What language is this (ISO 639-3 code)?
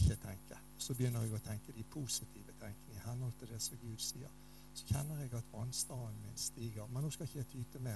nor